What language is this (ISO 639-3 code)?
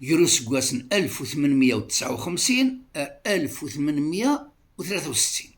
kab